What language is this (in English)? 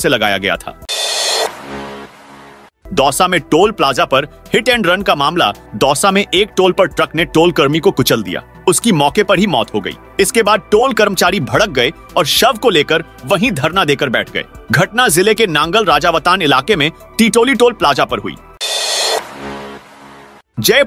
Hindi